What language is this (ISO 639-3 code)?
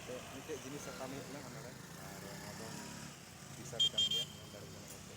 sat